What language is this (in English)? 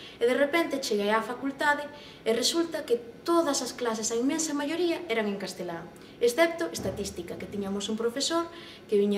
Galician